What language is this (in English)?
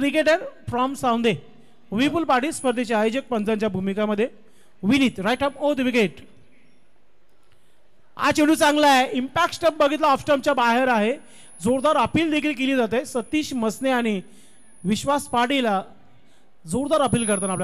Marathi